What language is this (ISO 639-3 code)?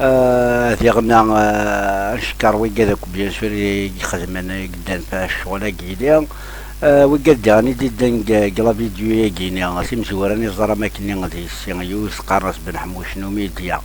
kab